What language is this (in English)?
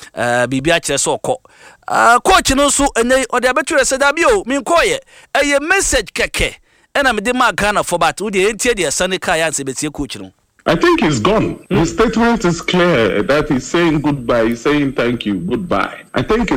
Akan